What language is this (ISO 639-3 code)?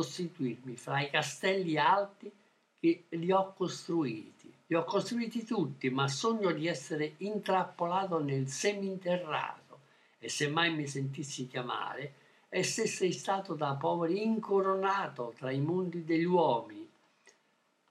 ita